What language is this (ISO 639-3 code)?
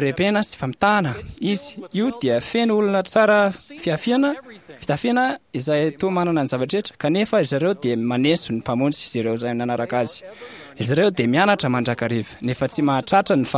mlg